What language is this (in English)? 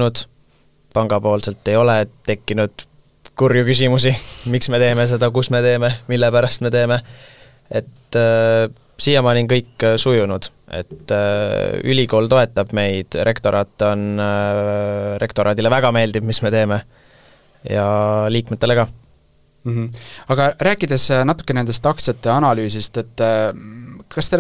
Estonian